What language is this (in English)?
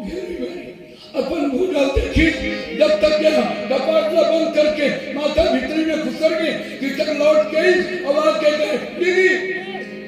Chhattisgarhi